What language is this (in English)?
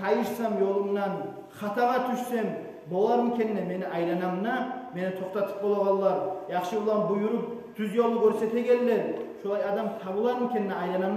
Kumyk